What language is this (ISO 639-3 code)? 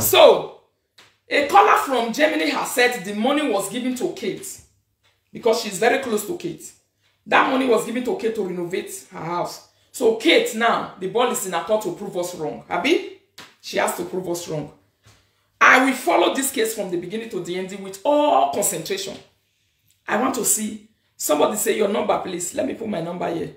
pcm